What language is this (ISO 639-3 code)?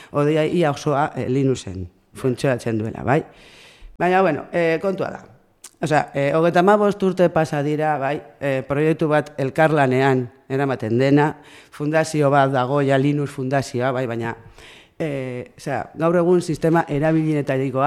eus